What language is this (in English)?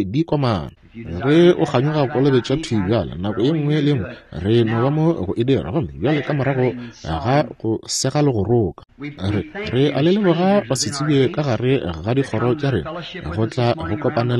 Northern Sotho